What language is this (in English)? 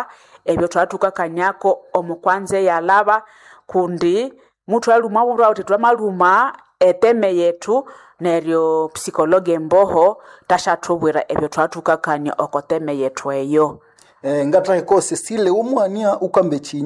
Nande